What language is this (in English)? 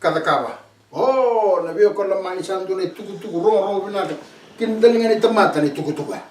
Fijian